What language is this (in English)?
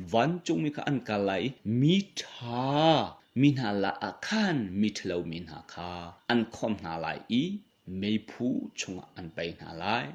Hakha Chin